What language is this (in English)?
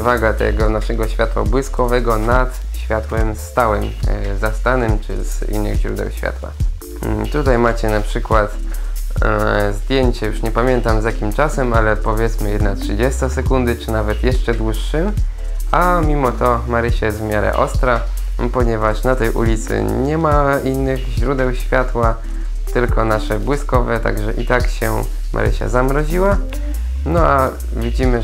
Polish